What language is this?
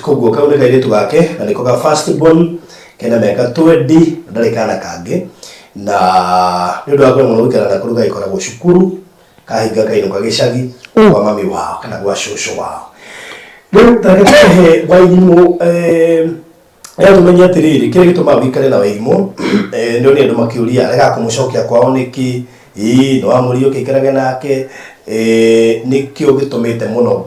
Kikuyu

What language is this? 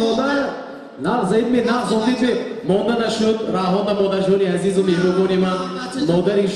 Tajik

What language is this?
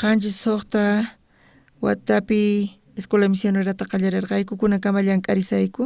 South Bolivian Quechua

